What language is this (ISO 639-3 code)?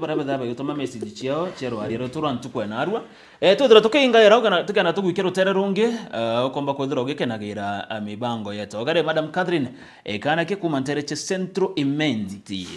mer